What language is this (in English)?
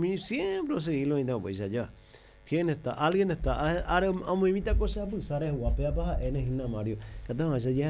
Guarani